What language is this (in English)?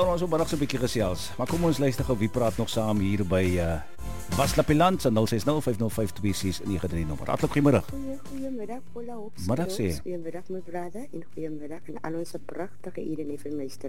Afrikaans